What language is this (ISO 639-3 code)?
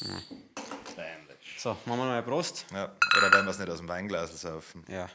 bar